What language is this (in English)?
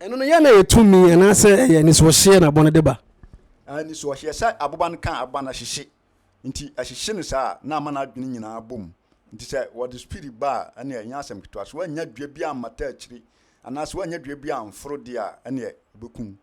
Akan